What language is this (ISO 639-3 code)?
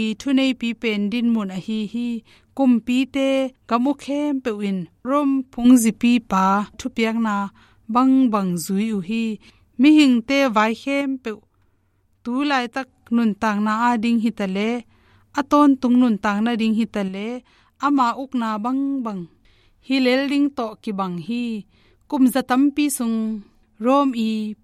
ctd